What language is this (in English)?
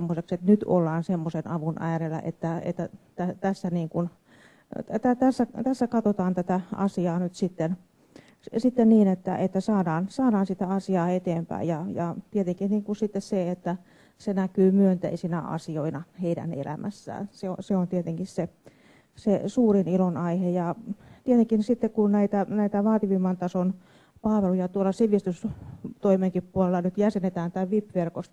Finnish